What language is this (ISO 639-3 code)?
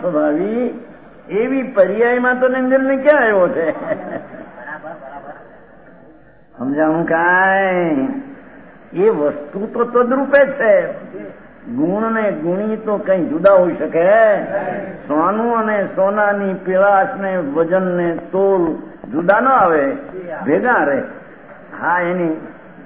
guj